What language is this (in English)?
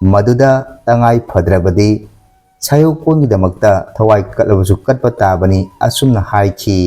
Manipuri